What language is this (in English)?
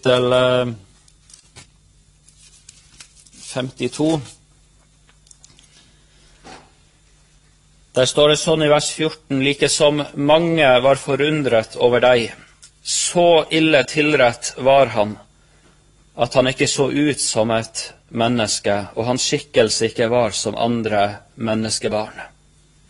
Norwegian